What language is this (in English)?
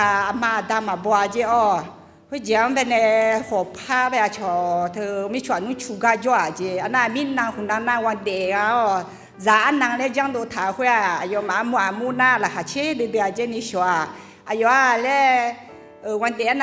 Akha